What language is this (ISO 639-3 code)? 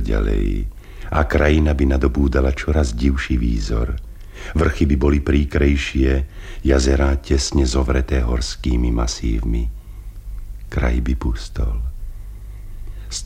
slk